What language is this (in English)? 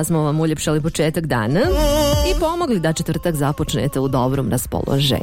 Bosnian